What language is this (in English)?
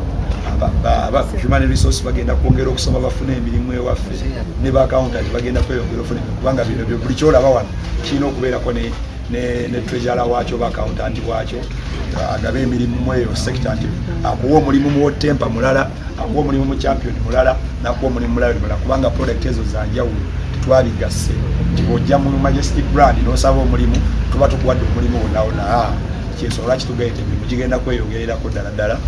Ganda